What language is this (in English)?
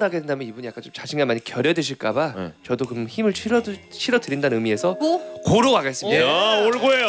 Korean